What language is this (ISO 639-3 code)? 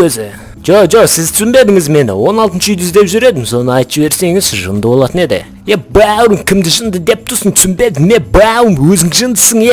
kaz